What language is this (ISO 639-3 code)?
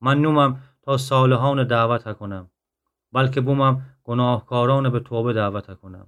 glk